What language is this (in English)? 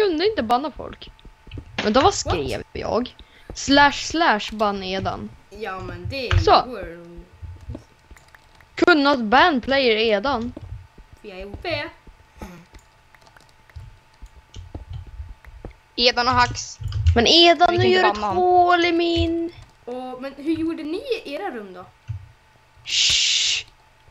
Swedish